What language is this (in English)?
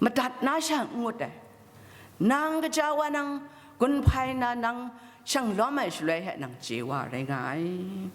Kachin